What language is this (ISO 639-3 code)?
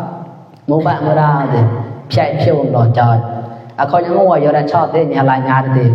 mnw